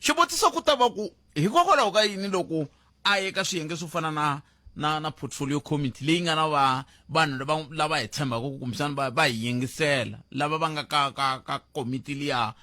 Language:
Tsonga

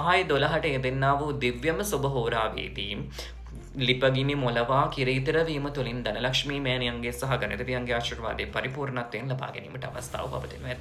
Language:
Sinhala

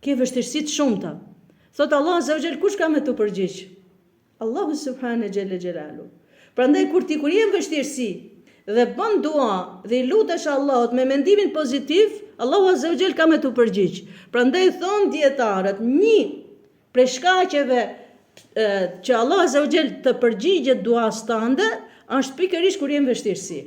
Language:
Albanian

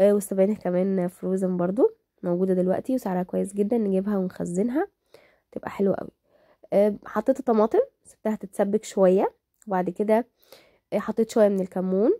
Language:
Egyptian Arabic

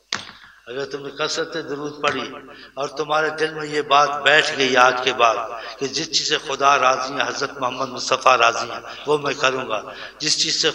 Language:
Urdu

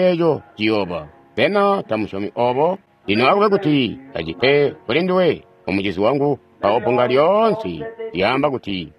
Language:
Tonga (Zambia)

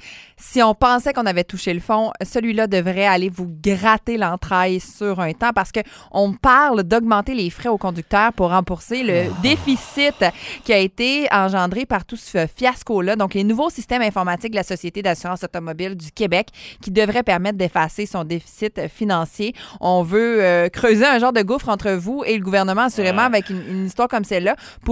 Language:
French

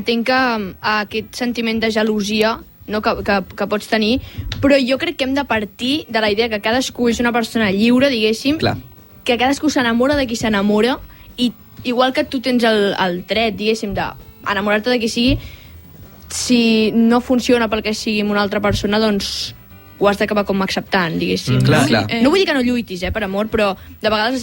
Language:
Catalan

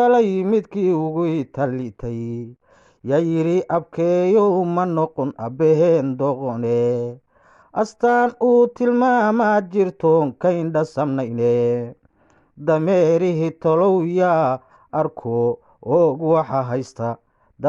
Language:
Somali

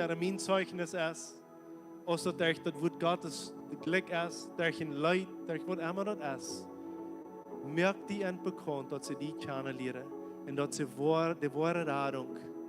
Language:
Plautdietsch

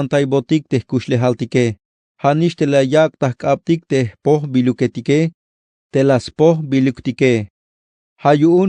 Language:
Tzeltal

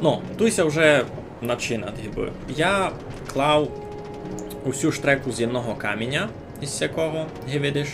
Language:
Rusyn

